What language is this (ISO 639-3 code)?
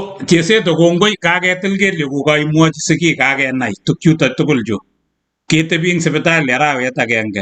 kln